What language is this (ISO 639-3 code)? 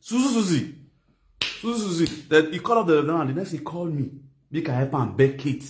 pcm